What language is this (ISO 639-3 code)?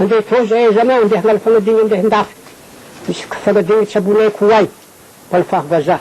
mlg